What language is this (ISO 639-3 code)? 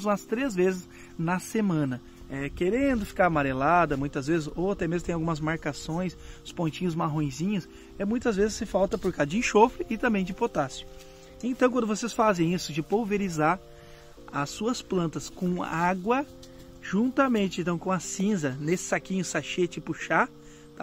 por